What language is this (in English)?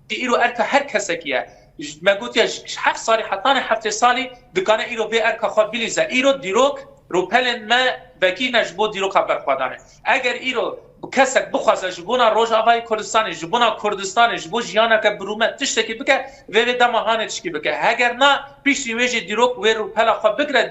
Kurdish